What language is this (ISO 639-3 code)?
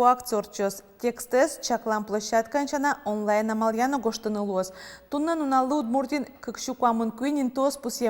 udm